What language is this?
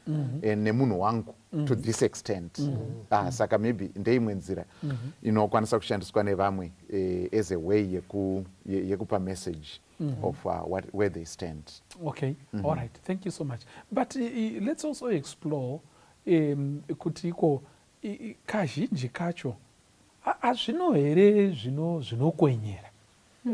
Shona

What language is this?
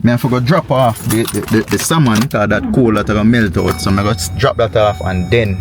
Jamaican Creole English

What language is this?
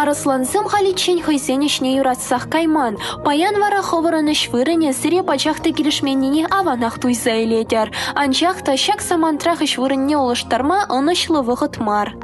Chuvash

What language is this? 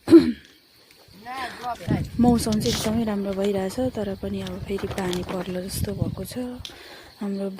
Nepali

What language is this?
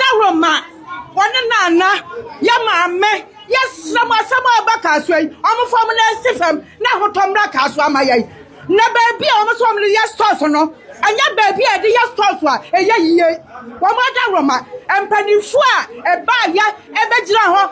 Akan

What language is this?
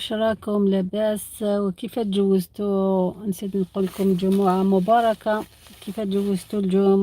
Algerian Arabic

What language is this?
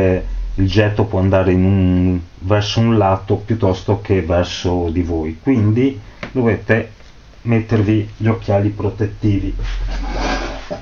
Italian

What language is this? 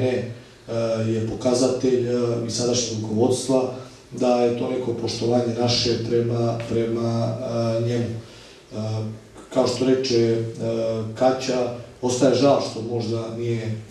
Serbian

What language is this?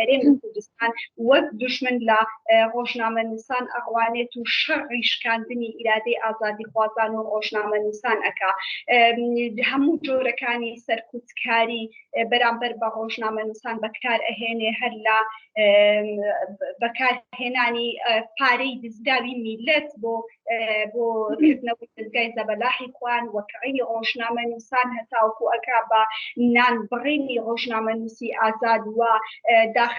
Central Kurdish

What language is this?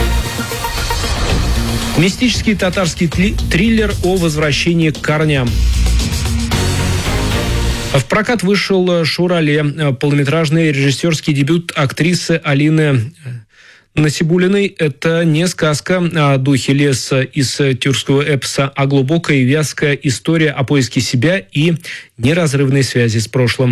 Russian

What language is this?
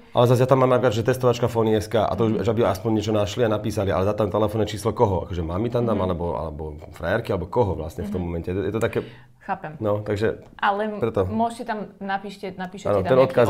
Slovak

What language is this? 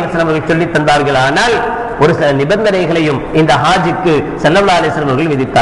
Tamil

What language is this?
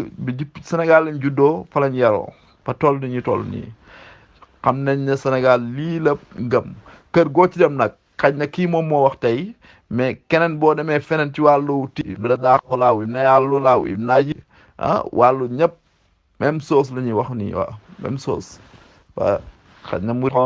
Wolof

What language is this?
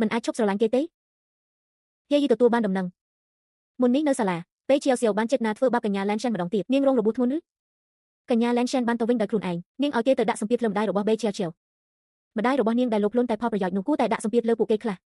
Khmer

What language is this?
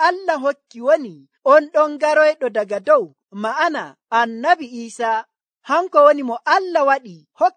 Nigerian Fulfulde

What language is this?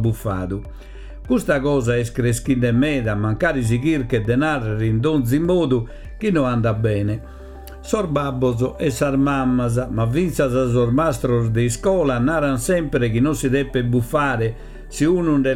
Sardinian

